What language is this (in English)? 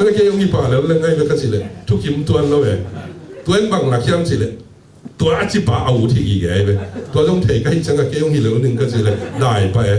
Tedim Chin